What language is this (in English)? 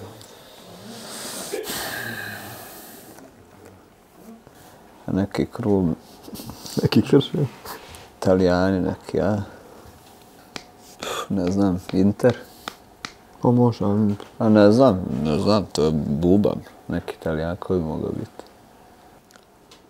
Croatian